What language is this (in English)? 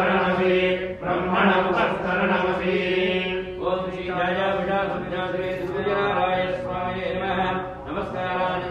Sanskrit